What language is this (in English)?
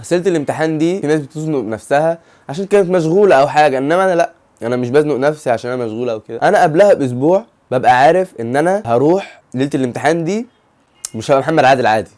Egyptian Arabic